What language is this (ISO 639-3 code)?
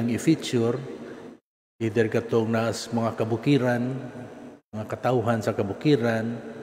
ceb